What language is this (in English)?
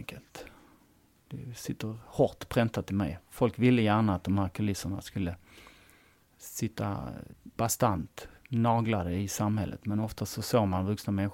Swedish